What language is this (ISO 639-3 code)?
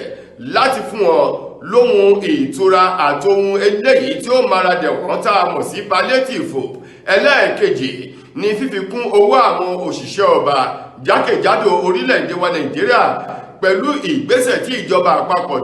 yor